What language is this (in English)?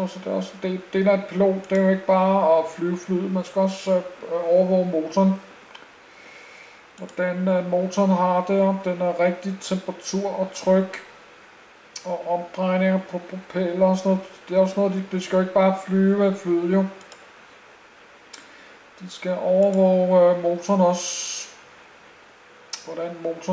Danish